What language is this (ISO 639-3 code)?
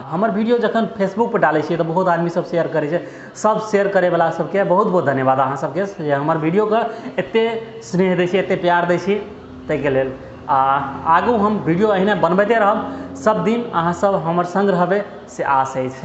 mai